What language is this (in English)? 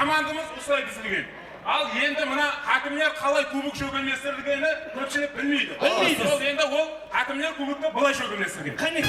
Kara-Kalpak